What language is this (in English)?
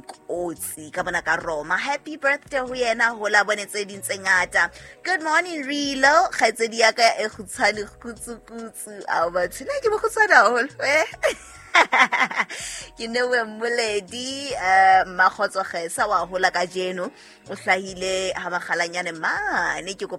Southern Sotho